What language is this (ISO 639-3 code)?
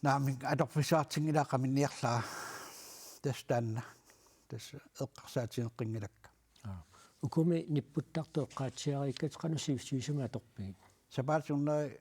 kal